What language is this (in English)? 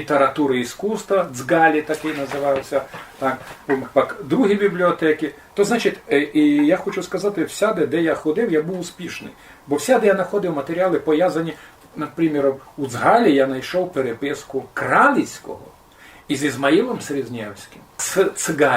Rusyn